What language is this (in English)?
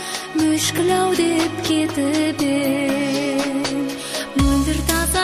Kazakh